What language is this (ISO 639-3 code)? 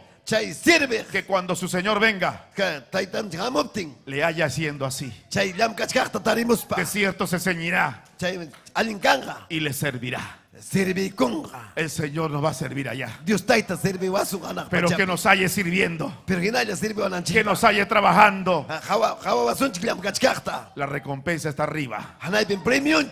quy